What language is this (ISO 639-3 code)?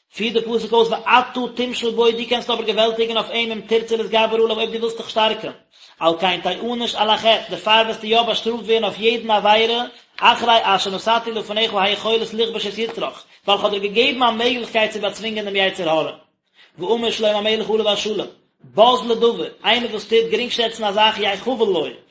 yid